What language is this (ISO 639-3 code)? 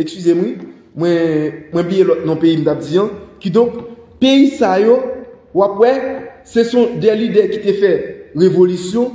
hat